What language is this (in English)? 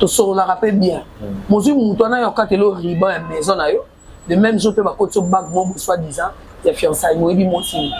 Lingala